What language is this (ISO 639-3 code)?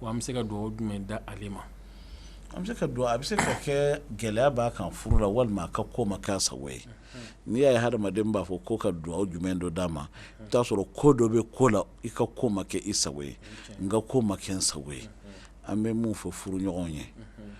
bam